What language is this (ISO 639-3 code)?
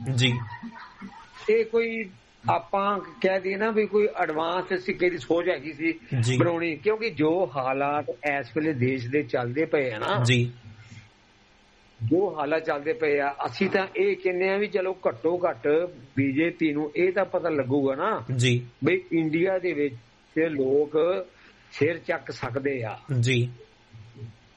pan